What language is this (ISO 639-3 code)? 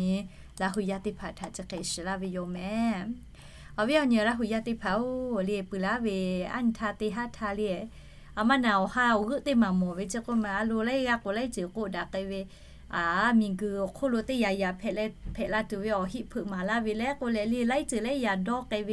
lhu